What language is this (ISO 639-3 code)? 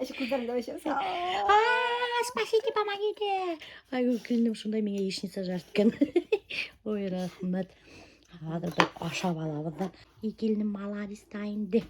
bak